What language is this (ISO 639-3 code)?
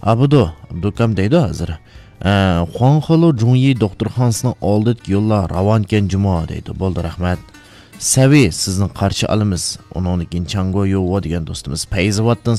uig